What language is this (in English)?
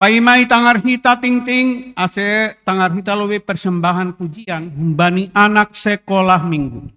Batak Simalungun